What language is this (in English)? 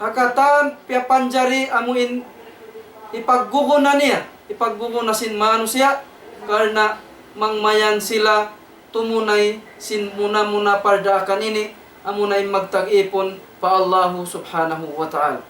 Tausug